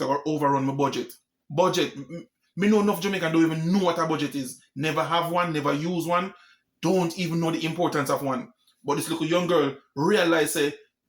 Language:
Jamaican Creole English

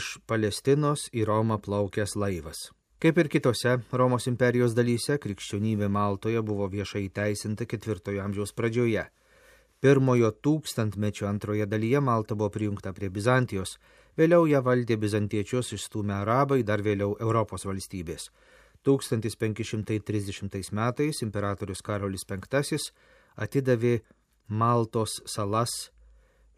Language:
Lithuanian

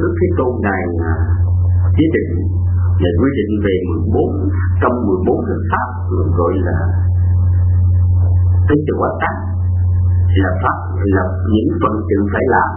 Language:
Vietnamese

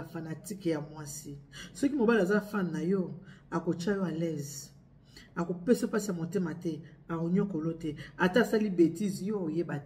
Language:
Lingala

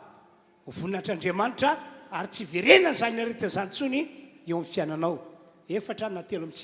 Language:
Malagasy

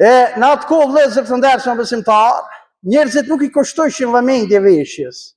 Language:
Albanian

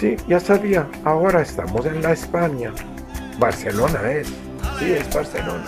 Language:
Ladino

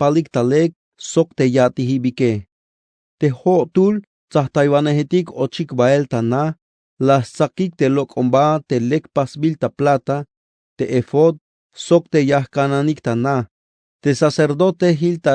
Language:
Tzeltal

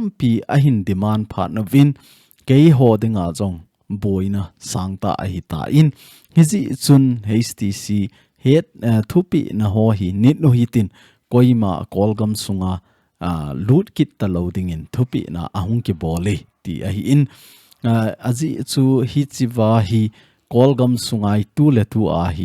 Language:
Thado Chin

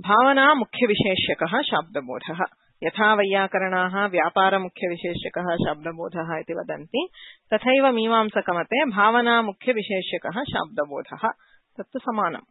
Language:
Sanskrit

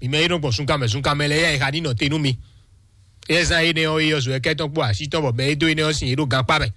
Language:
Fon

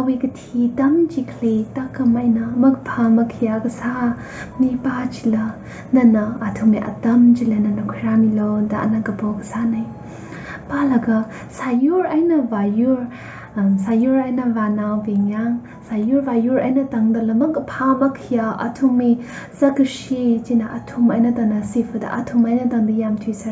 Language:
Tangkhul Naga (India)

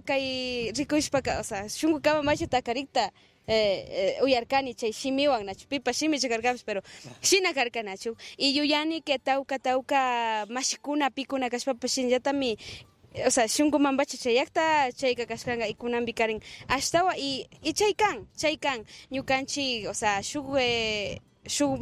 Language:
Imbabura Highland Quichua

